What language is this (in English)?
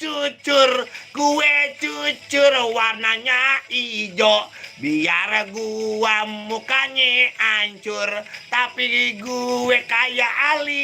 Betawi